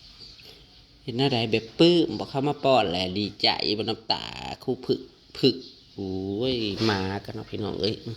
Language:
Northeastern Thai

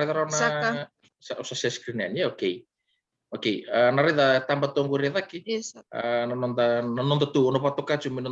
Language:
Fijian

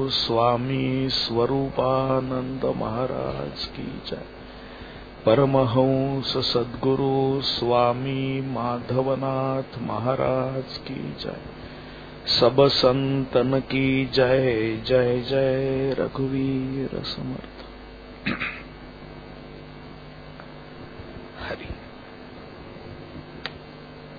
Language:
Marathi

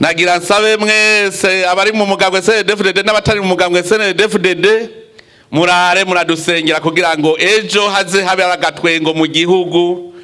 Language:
Rundi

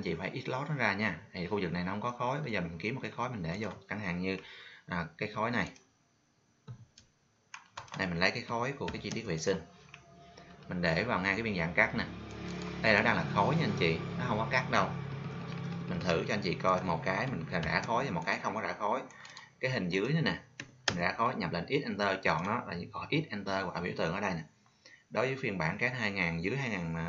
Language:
Vietnamese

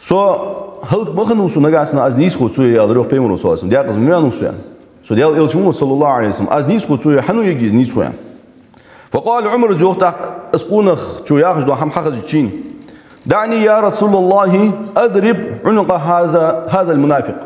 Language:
Ingush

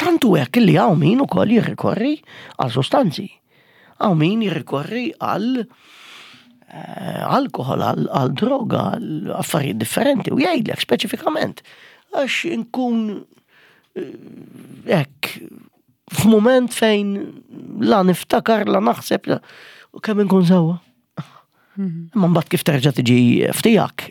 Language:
Maltese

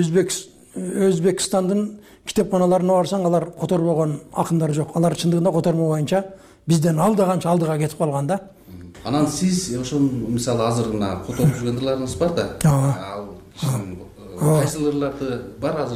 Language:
Kyrgyz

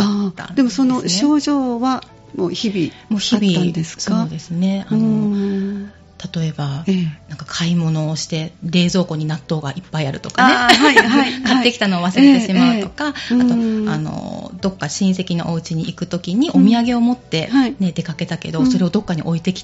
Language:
Japanese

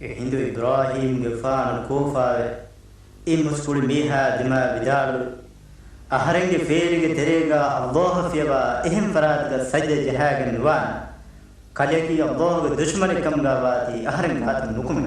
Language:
Divehi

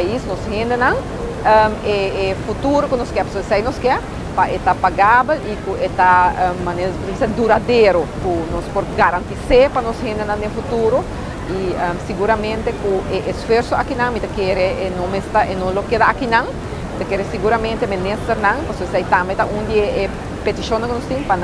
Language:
Papiamento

